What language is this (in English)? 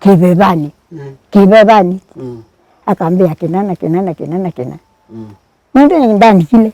Kamba